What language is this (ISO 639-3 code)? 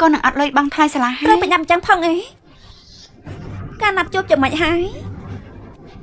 khm